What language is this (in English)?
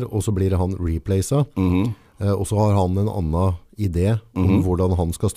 Norwegian